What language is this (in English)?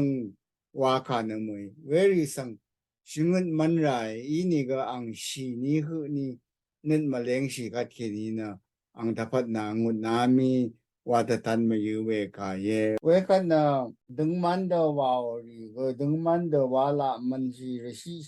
Rawang